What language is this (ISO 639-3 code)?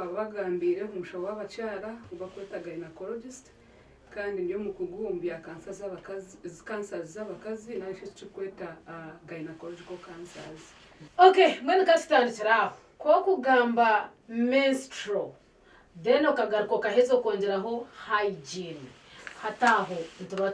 nyn